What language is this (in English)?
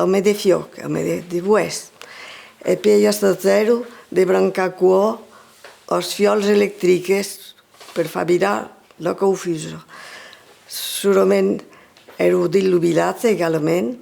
Occitan